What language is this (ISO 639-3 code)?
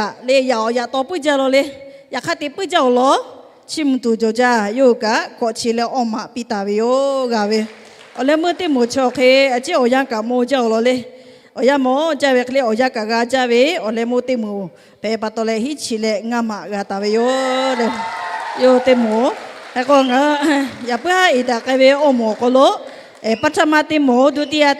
lhu